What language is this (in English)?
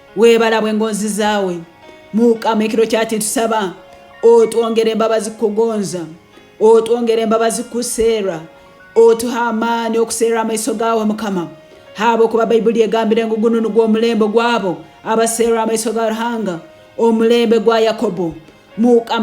Tooro